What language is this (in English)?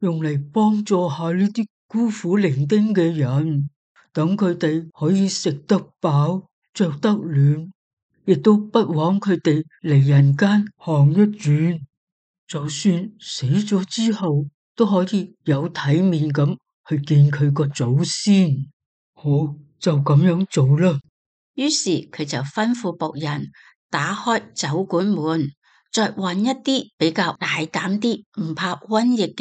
Cantonese